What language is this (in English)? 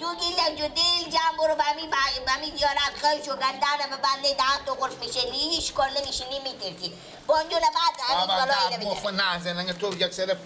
Persian